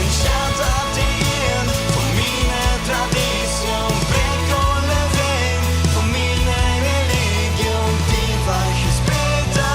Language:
Plautdietsch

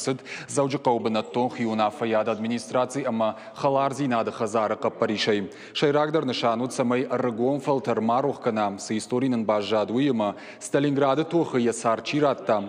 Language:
Ossetic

